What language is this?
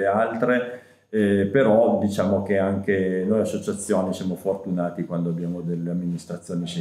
Italian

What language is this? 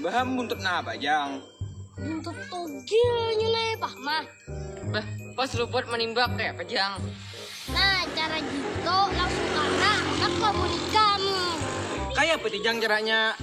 Banjar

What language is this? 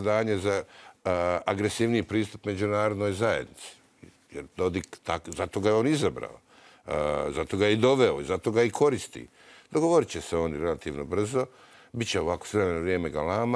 Croatian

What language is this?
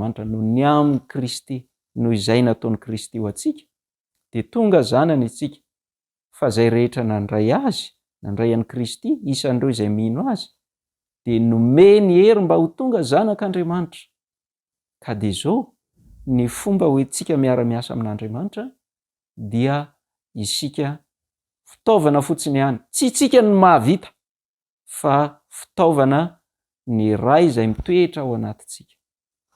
Malagasy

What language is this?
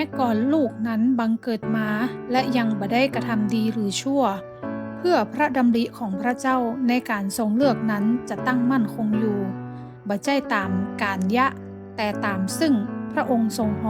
Northern Thai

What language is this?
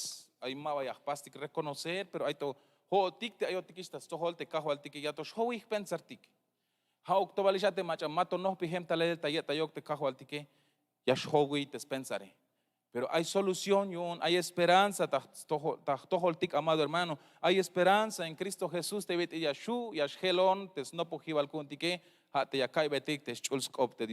Tzeltal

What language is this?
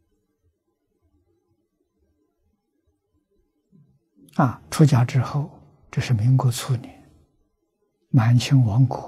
Chinese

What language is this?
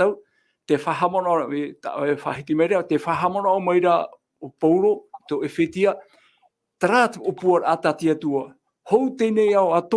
Tahitian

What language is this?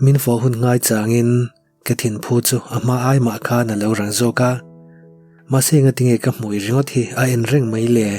Mizo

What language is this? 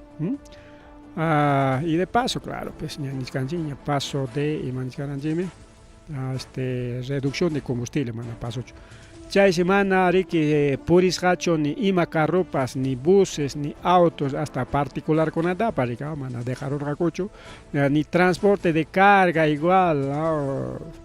Ayacucho Quechua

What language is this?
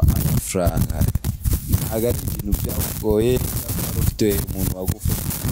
Kinyarwanda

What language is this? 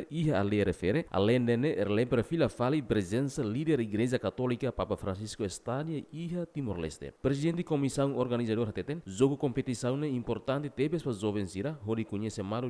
Tetum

